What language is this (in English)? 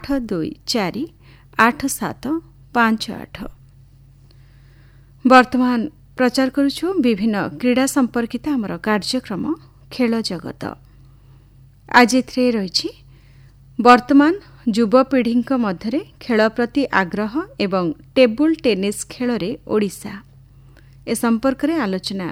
Odia